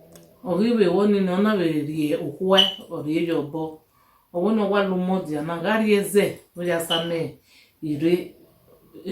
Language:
Bini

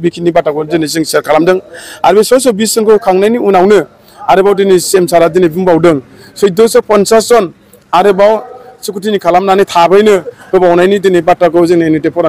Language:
Bodo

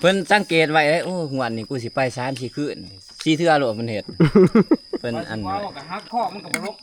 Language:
Northeastern Thai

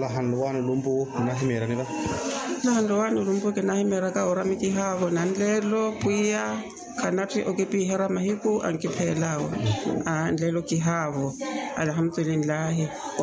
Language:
Makhuwa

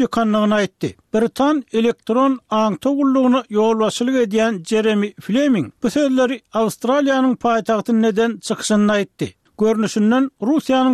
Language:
Turkmen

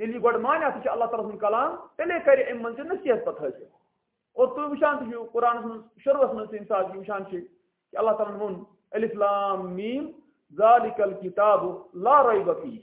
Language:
Kashmiri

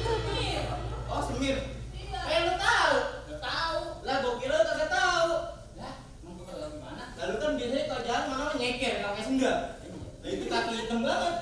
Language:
Betawi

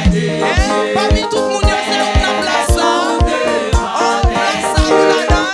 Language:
Haitian Creole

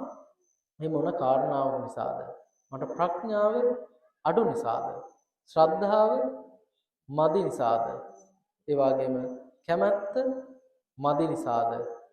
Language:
Sinhala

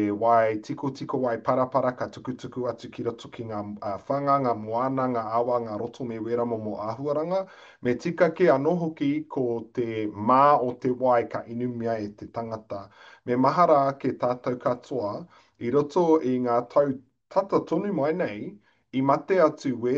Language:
Māori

